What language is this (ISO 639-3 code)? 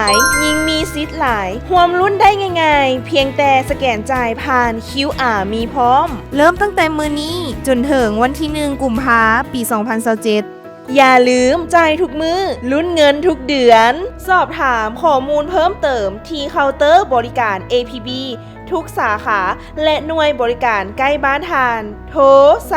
lao